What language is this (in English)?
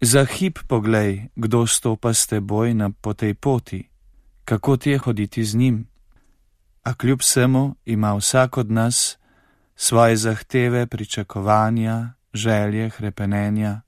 Slovenian